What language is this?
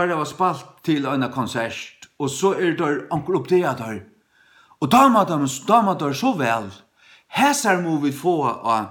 Faroese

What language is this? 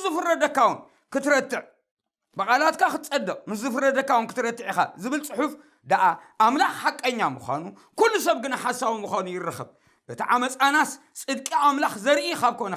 Tigrinya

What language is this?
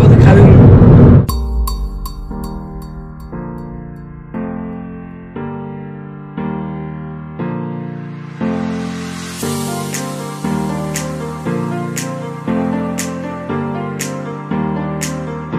Dutch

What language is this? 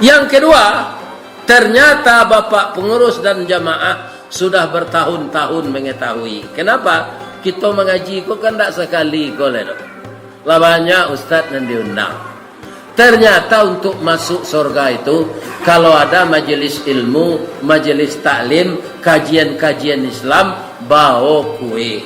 Minangkabau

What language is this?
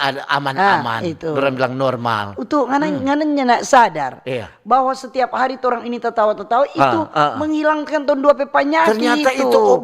Manado Malay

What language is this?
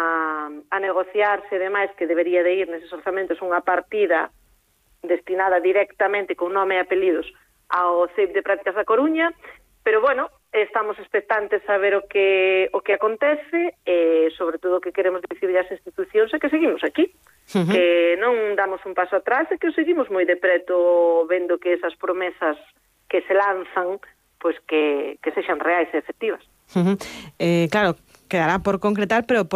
Galician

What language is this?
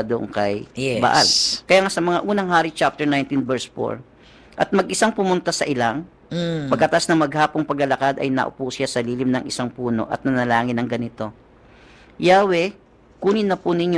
Filipino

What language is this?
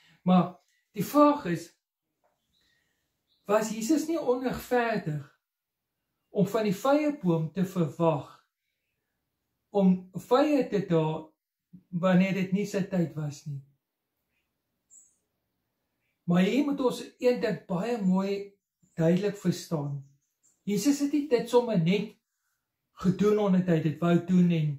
Afrikaans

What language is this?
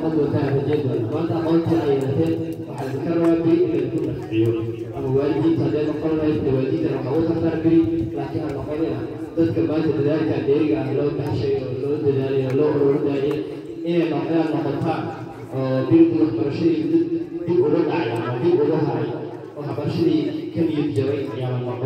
Somali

